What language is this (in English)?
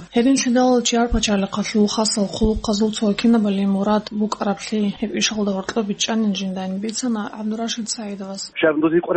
Avaric